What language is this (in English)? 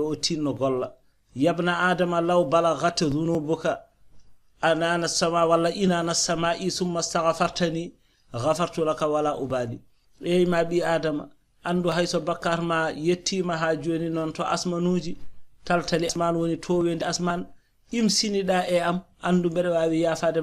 Fula